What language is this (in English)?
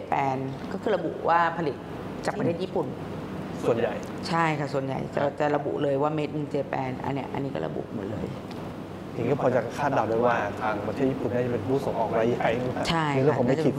Thai